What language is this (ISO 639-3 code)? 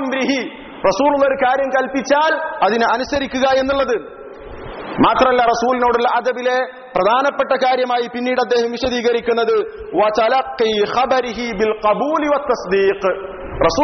mal